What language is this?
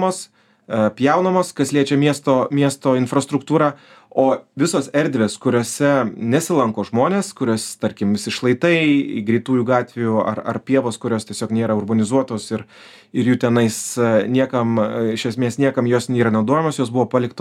Lithuanian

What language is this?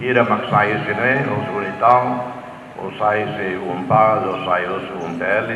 Tetum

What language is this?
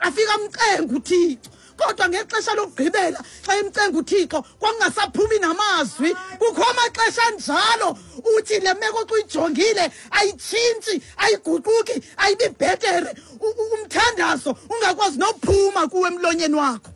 Xhosa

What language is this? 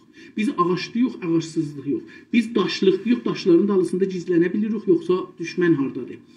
South Azerbaijani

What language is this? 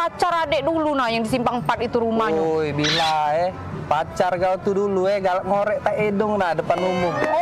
Musi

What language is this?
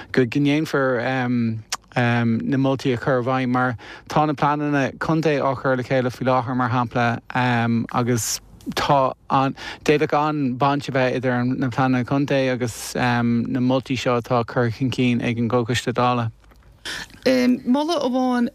Irish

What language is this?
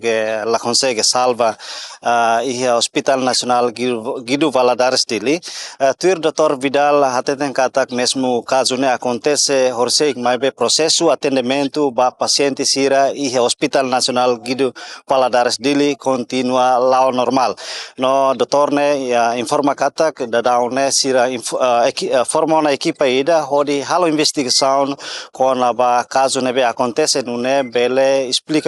Tetum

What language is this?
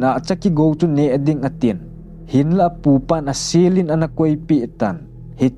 Thado Chin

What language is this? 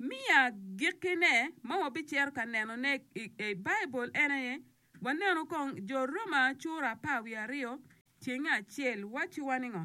Acoli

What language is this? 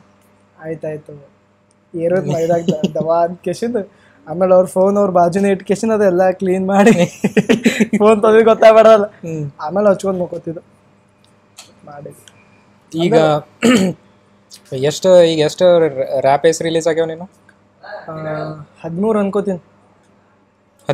Kannada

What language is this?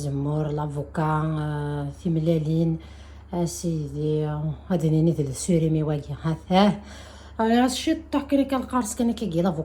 Kabyle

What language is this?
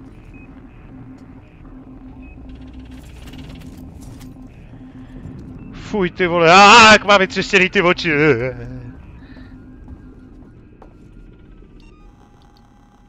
Czech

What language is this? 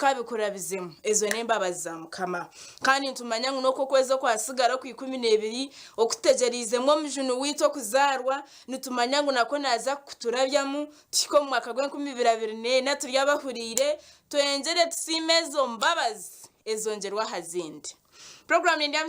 Nyankole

